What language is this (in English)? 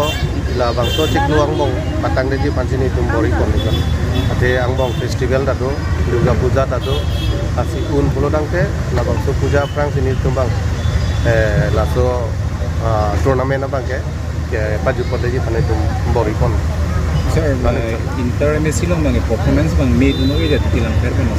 Karbi